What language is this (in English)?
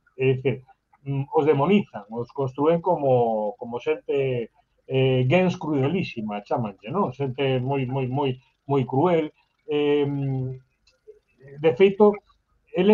Galician